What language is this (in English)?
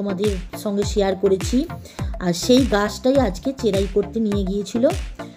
Bangla